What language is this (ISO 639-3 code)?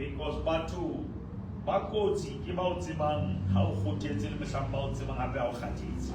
sot